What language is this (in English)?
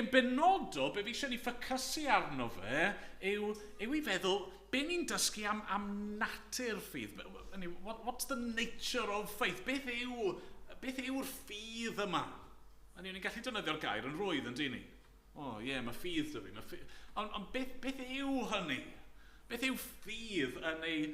Welsh